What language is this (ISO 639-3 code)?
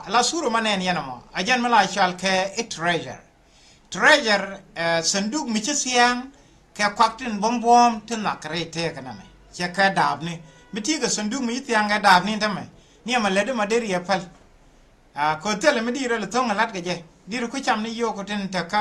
nus